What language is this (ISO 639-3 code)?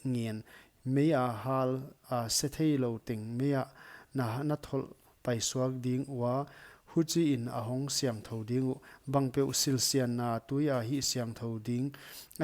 pck